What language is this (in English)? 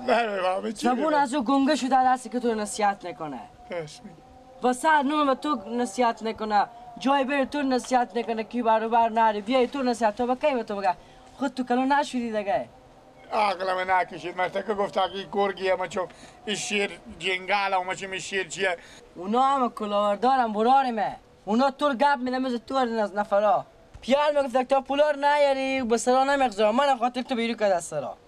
Persian